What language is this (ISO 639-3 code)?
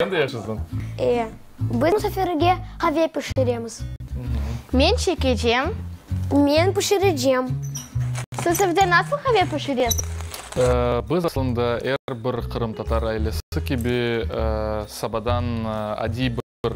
crh